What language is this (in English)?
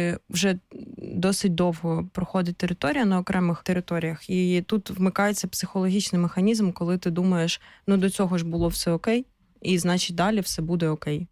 Ukrainian